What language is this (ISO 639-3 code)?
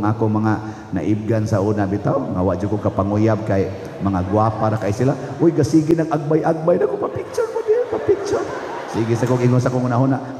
ceb